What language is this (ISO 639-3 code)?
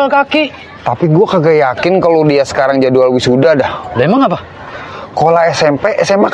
bew